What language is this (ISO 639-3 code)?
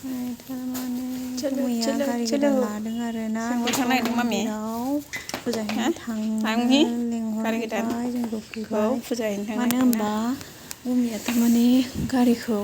brx